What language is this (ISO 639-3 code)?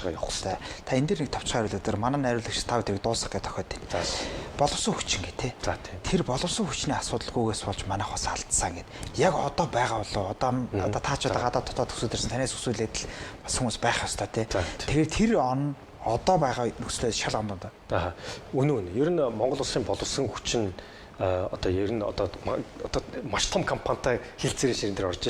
mon